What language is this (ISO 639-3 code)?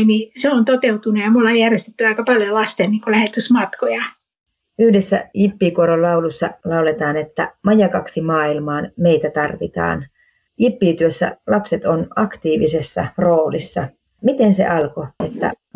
fin